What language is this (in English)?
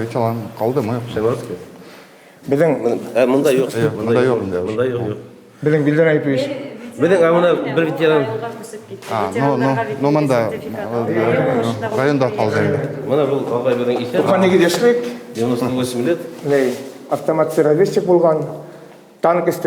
Bashkir